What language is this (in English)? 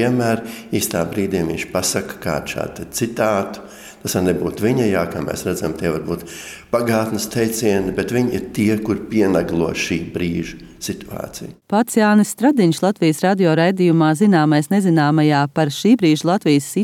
Latvian